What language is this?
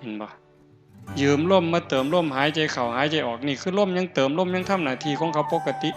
Northeastern Thai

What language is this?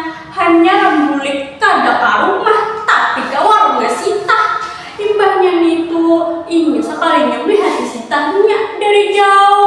Banjar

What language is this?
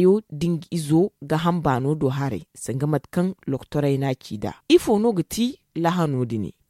Zarma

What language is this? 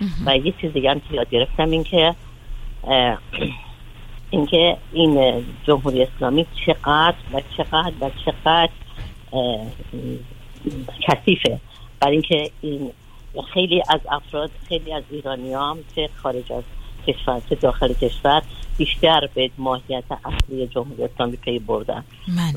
Persian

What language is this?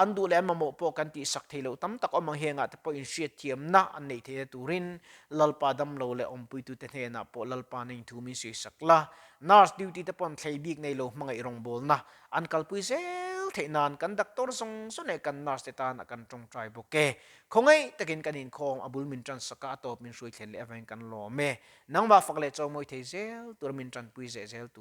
Mizo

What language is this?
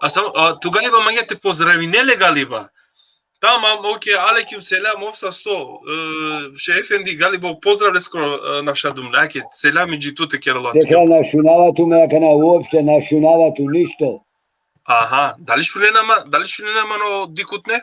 Balkan Romani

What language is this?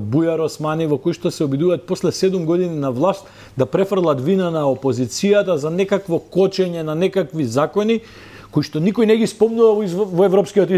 Macedonian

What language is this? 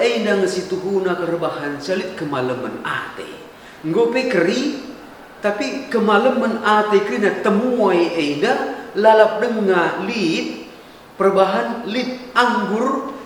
Batak Karo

